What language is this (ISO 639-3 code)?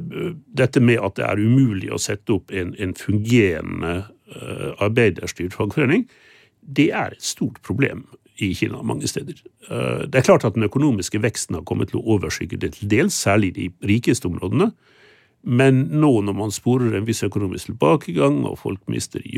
nor